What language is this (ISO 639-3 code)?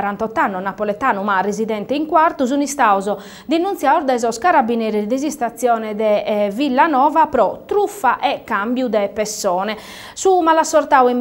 srd